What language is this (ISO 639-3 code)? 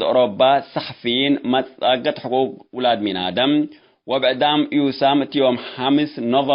tig